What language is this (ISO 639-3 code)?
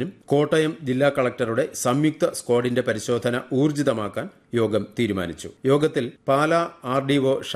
mal